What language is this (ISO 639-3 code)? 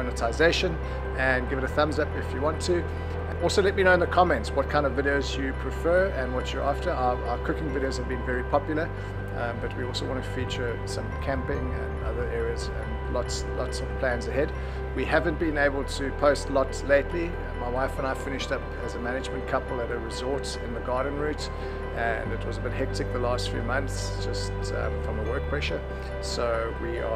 eng